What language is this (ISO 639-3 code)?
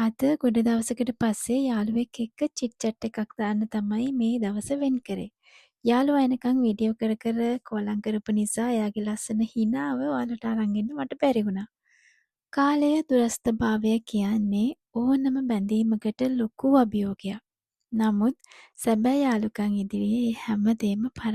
sin